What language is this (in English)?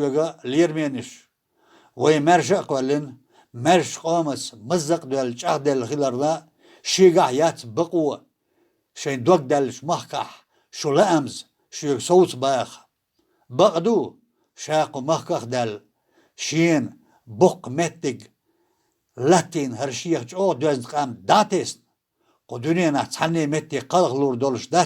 Chechen